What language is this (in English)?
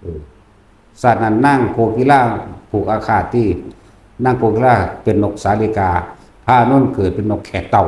Northeastern Thai